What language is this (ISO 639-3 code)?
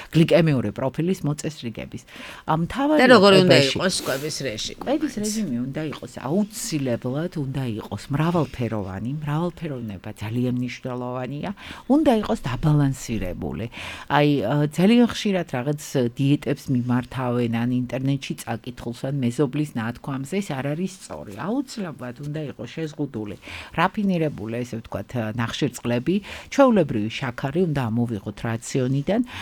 kat